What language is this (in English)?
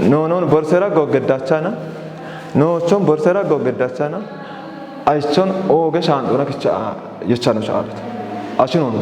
Kafa